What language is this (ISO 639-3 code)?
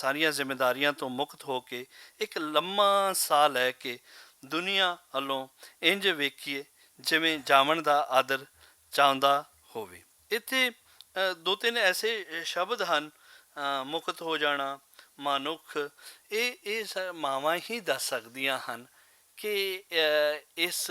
lah